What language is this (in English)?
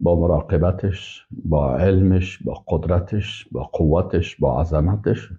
Persian